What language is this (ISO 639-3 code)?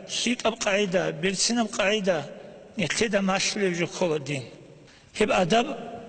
ava